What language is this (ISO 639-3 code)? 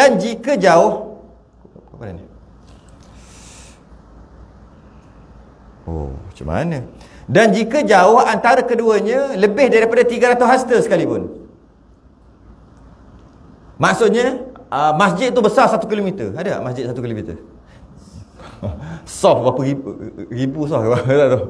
msa